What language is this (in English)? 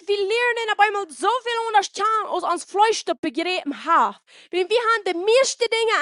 Plautdietsch